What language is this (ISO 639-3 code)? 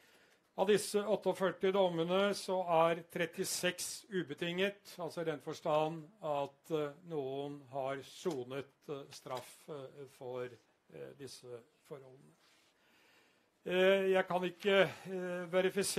nor